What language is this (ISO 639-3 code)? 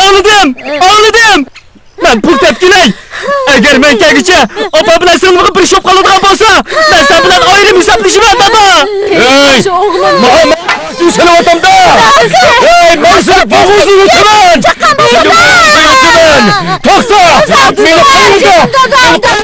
uig